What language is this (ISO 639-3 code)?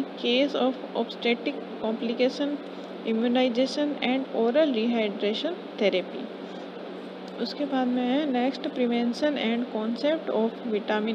hin